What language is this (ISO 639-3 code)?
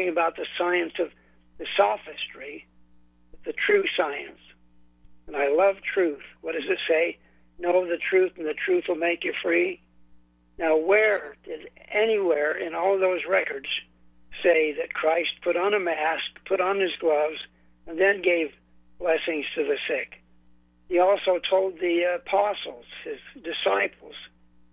eng